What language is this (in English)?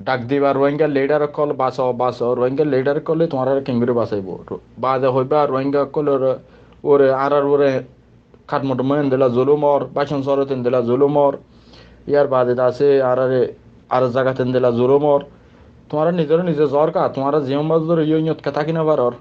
Rohingya